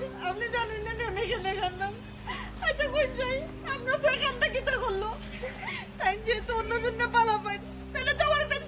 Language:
Sylheti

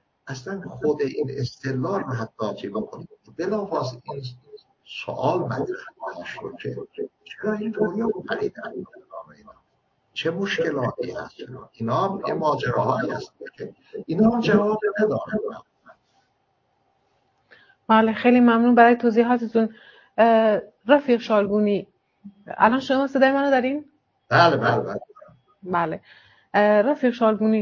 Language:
Persian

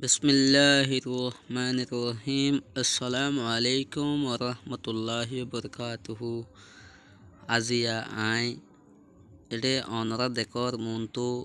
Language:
Rohingya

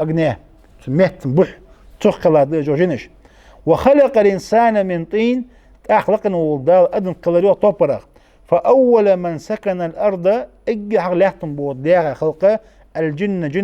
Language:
Ingush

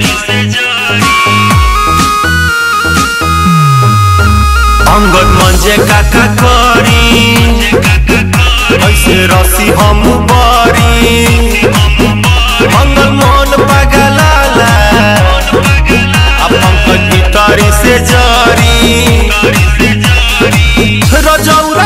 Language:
Bhojpuri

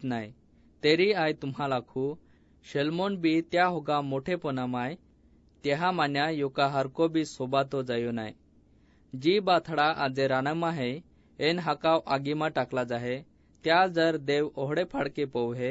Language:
Assamese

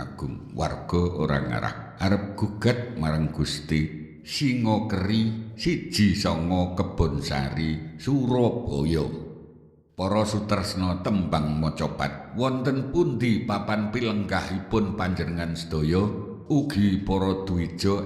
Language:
Javanese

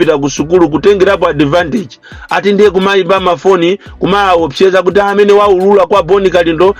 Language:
Nyanja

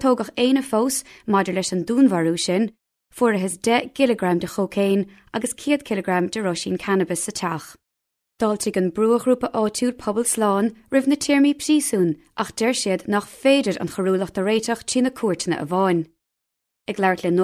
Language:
Irish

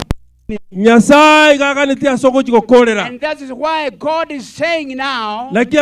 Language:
Gusii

